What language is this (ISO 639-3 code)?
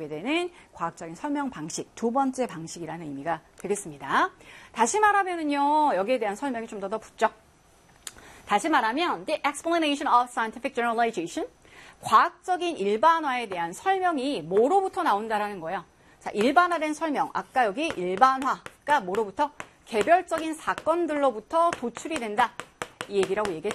kor